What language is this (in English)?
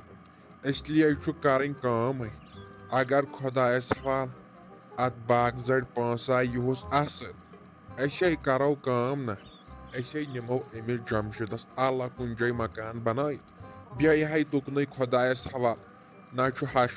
Kashmiri